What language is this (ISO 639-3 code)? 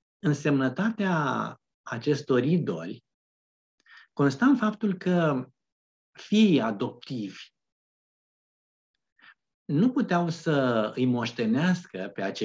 ron